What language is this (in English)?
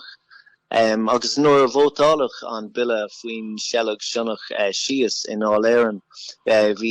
Irish